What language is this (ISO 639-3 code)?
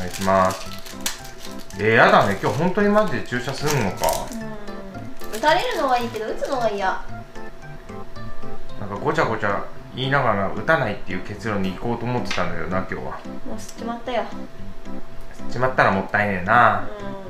jpn